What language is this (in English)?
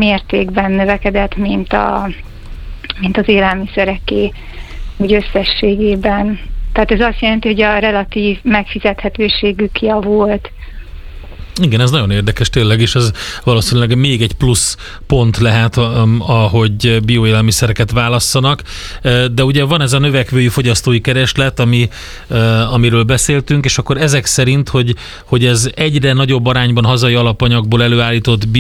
Hungarian